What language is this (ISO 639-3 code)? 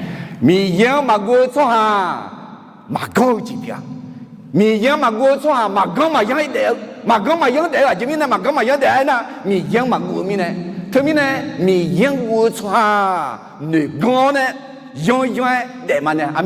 ahk